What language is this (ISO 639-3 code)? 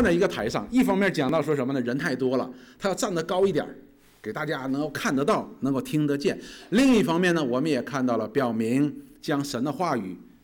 zho